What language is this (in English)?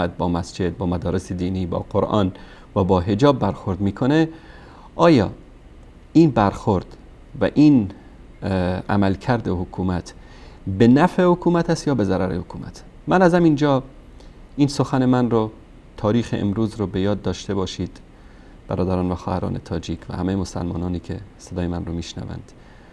Persian